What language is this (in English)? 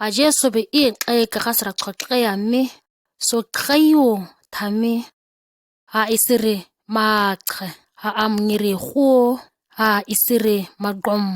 ǁGana